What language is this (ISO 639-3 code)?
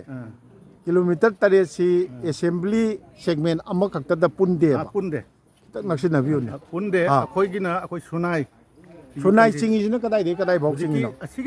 mni